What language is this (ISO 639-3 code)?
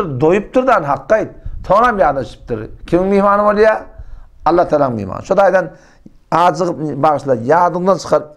tuk